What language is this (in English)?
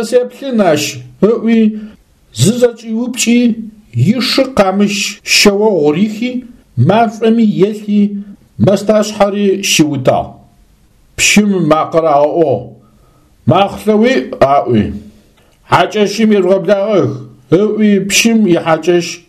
Adyghe